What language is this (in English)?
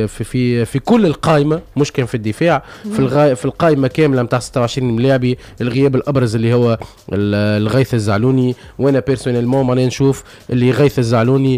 Tunisian Arabic